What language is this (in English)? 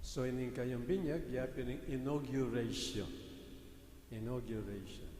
Pampanga